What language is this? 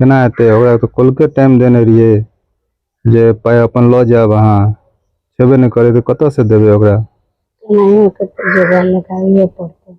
Maithili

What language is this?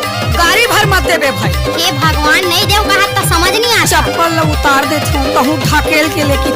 Chhattisgarhi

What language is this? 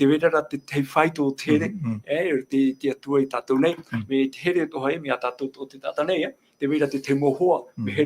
Tahitian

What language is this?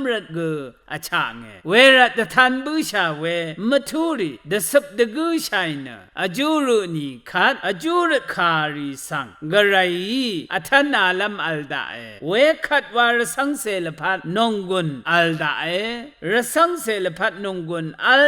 Rawang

